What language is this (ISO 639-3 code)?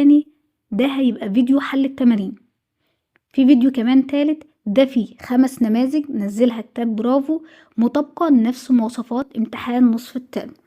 arz